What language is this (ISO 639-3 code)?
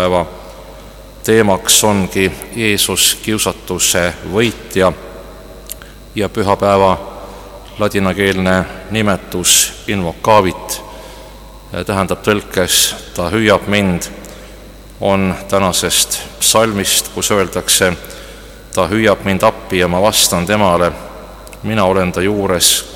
est